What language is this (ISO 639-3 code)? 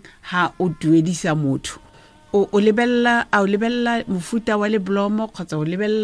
tsn